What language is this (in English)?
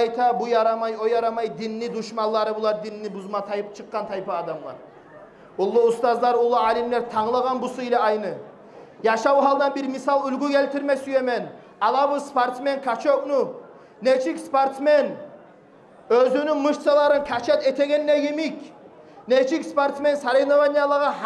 Kumyk